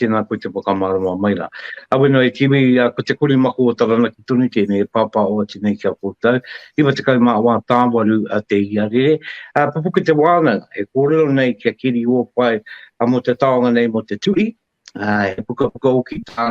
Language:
Māori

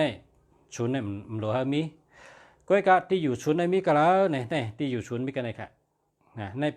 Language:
Shan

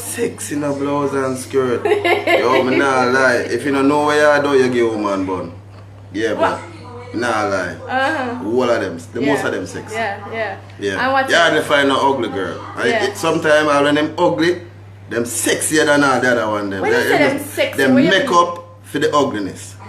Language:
Jamaican Creole English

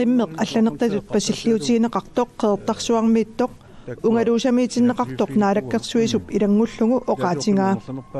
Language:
Kalaallisut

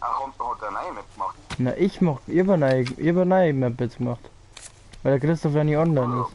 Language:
Bavarian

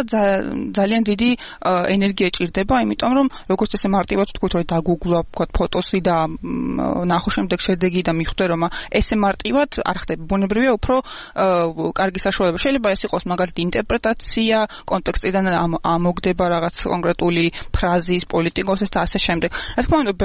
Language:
Georgian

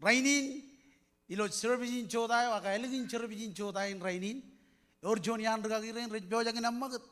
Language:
Marshallese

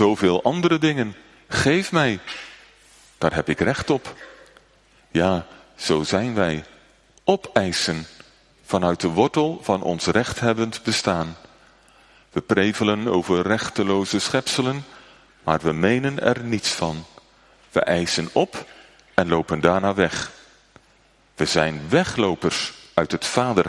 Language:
Dutch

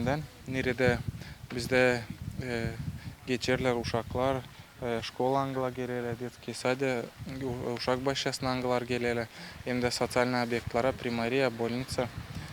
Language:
Gagauz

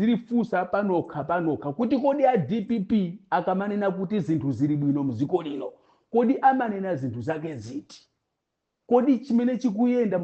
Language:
Nyanja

